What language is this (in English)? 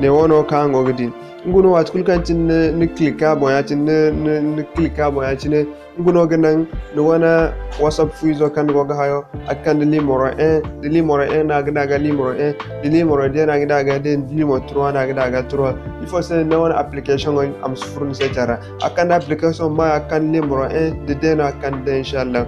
Zarma